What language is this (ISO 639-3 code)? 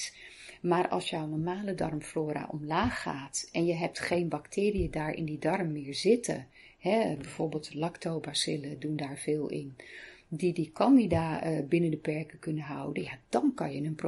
nld